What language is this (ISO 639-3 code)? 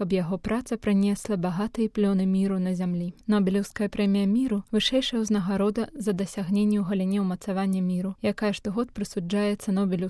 bel